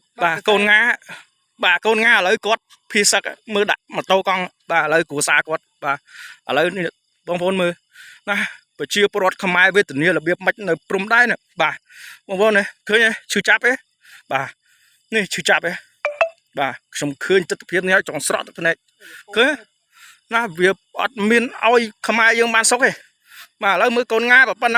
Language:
Khmer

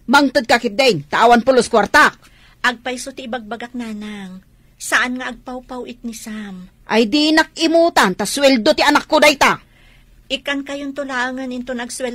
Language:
Iloko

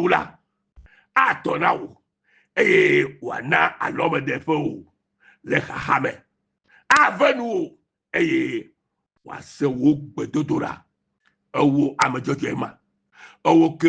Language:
Ewe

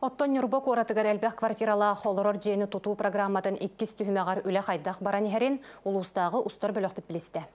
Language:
Yakut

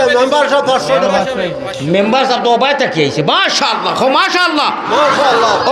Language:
Sylheti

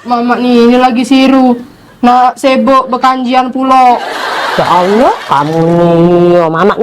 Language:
Musi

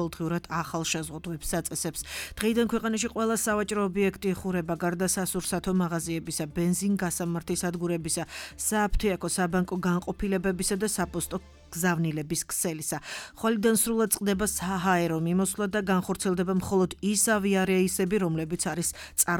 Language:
Georgian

